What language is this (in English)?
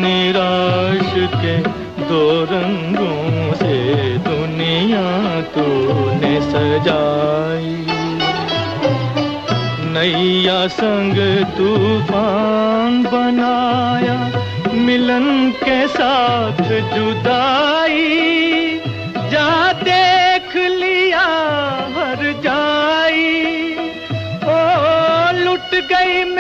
Hindi